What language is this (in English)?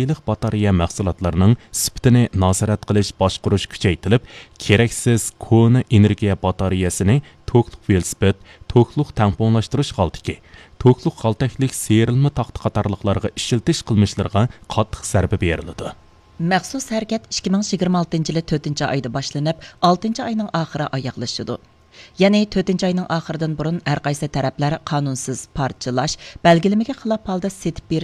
Uyghur